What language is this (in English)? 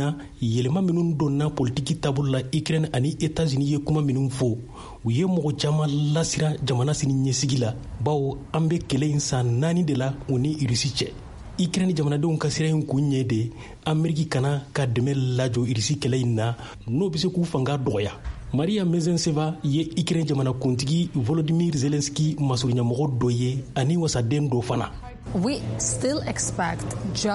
Bambara